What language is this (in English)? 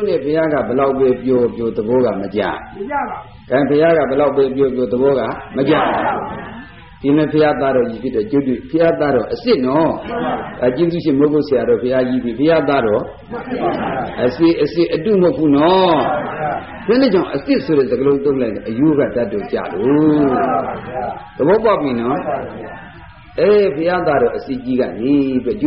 Burmese